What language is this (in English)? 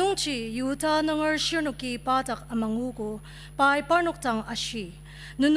Ao Naga